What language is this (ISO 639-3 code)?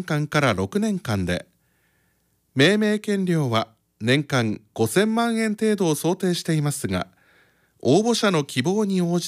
jpn